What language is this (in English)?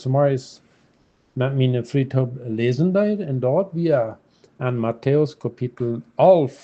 Plautdietsch